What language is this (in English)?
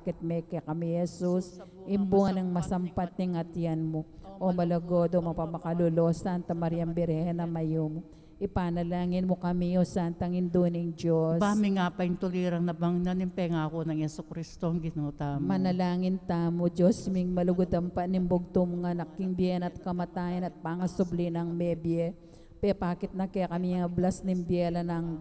Pampanga